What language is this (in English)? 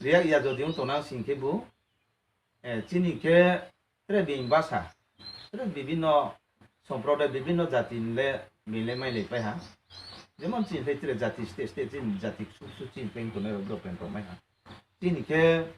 Riang (India)